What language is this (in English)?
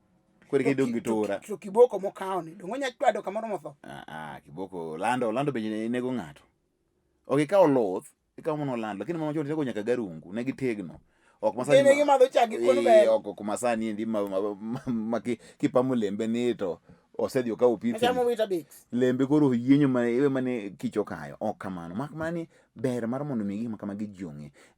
Luo (Kenya and Tanzania)